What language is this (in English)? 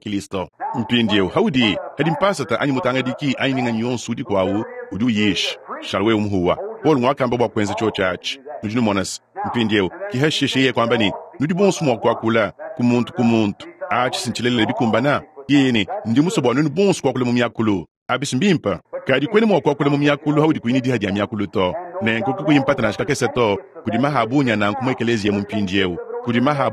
Luba-Lulua